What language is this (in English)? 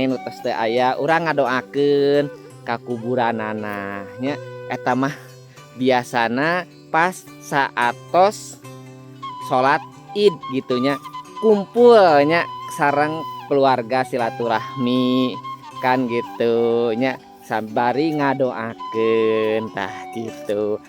Sundanese